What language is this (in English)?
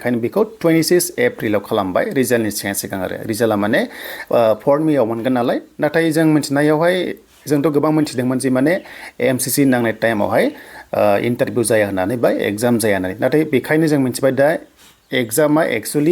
Bodo